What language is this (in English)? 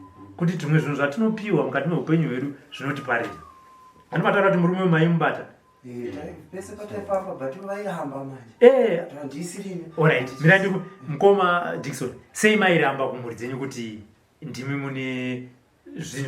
Shona